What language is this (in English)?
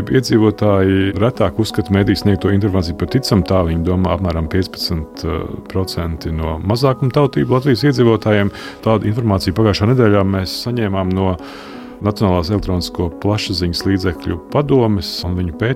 Latvian